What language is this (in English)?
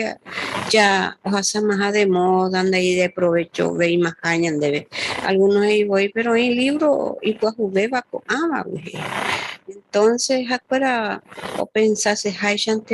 Guarani